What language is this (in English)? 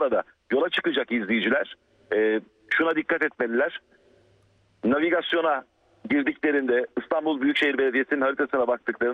Turkish